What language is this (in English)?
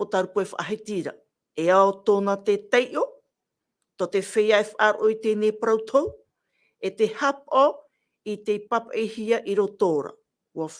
Tahitian